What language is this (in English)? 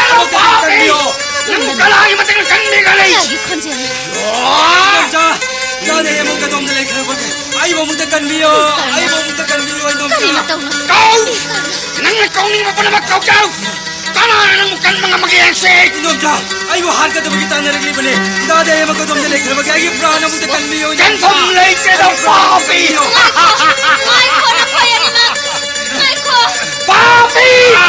Manipuri